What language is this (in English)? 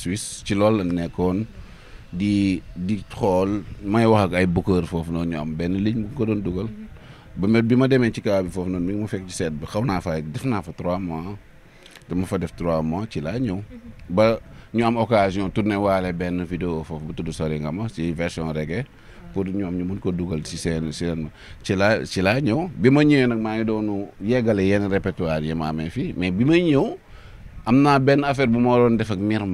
Wolof